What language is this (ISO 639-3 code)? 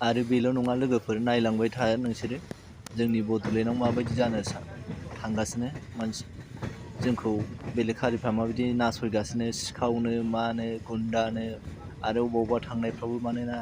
brx